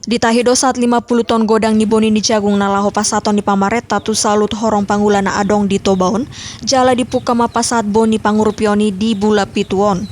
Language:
Batak Toba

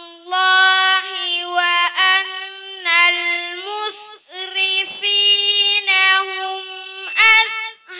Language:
Fula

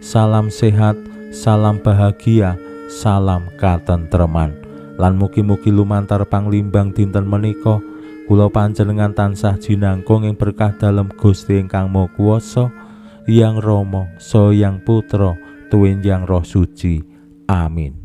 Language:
Javanese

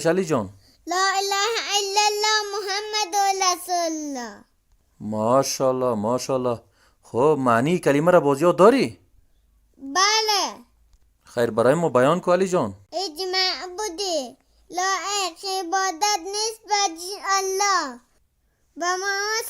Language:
Persian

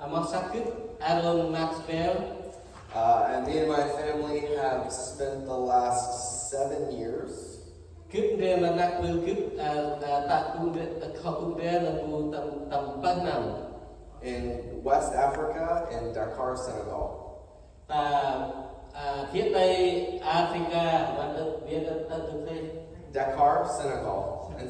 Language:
Central Mnong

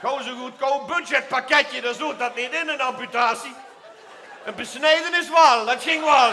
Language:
Limburgish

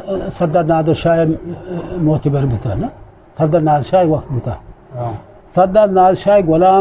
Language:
Eastern Balochi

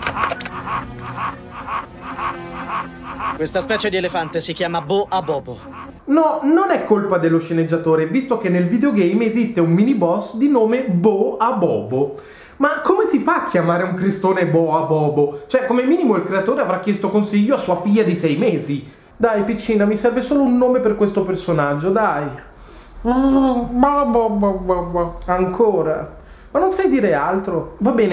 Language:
Italian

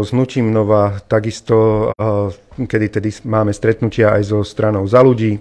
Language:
Slovak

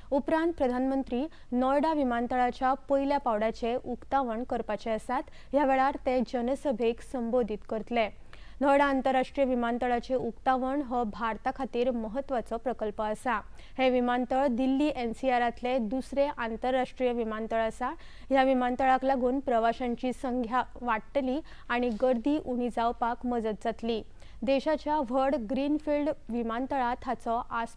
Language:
Konkani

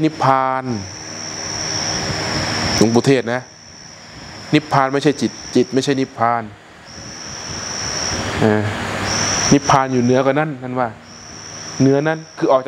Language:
Thai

